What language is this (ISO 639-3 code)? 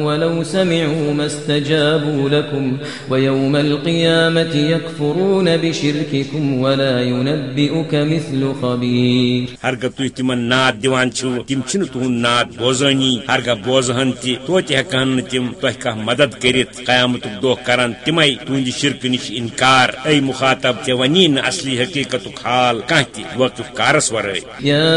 kas